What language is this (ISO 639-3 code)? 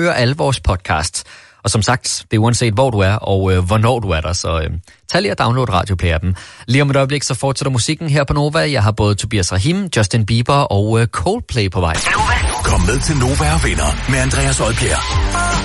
dan